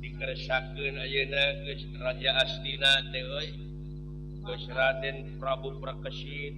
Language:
Sundanese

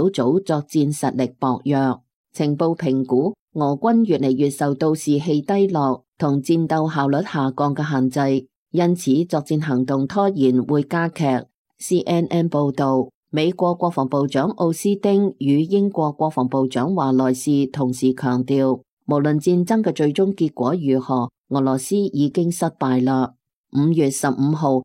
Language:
Cantonese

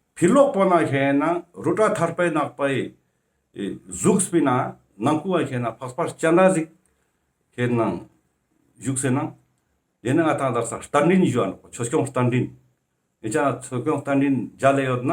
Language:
Ladakhi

